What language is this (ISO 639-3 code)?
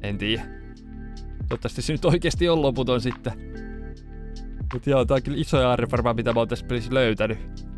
fin